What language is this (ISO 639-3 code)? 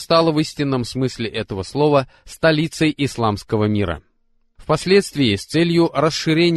rus